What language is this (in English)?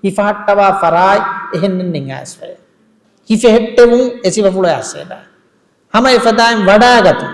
Divehi